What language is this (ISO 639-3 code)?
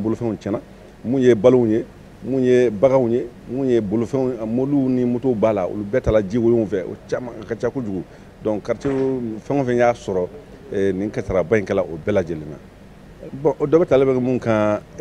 bam